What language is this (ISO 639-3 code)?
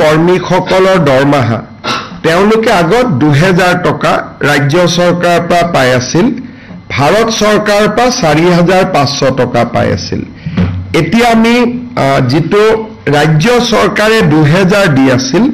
asm